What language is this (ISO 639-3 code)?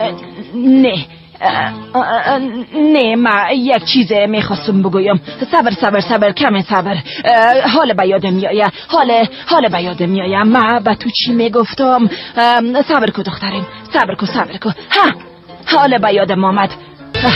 fas